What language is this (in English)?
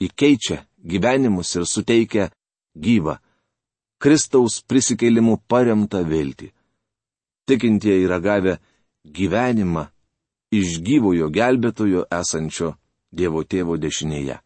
Lithuanian